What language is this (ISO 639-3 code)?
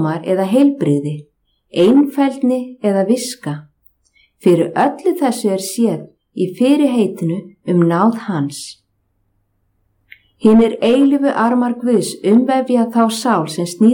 isl